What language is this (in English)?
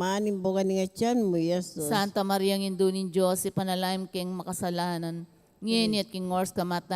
Pampanga